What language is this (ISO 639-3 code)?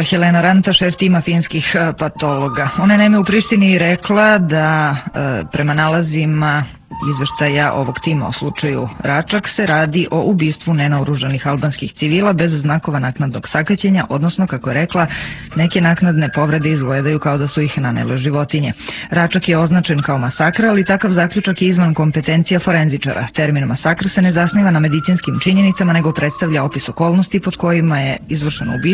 srp